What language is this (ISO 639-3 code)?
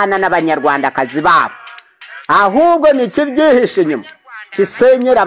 kin